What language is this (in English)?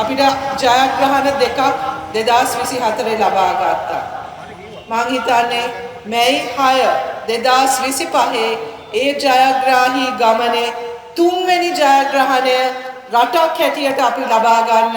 Sinhala